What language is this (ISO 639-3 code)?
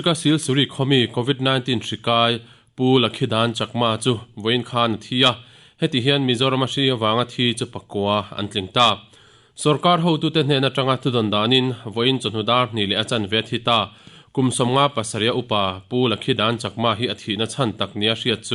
lus